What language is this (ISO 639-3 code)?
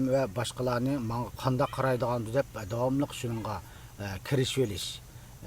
uig